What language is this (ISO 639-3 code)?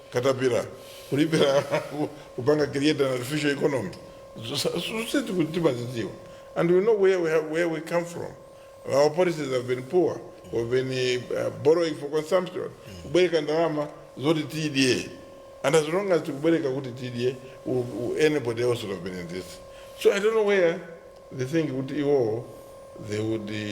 nya